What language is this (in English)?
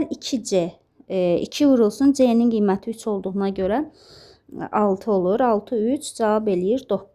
Azerbaijani